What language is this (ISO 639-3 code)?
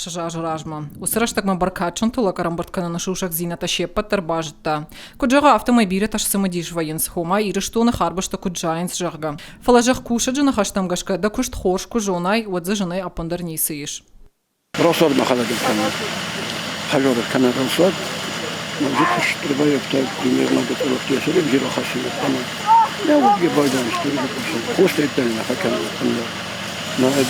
oss